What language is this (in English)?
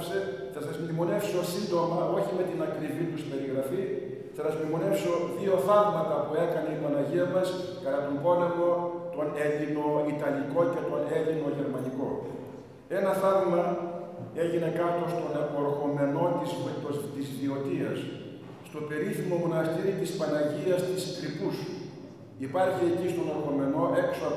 Greek